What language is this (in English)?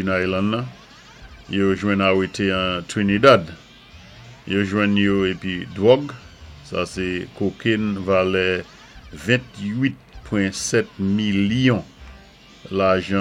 Saint Lucian Creole French